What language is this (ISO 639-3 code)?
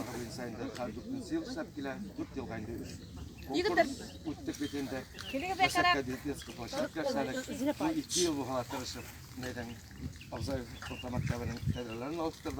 bak